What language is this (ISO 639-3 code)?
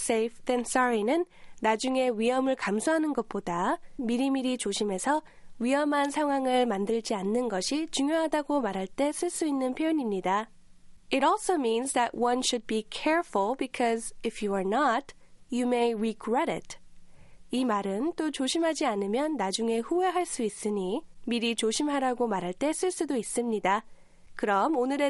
kor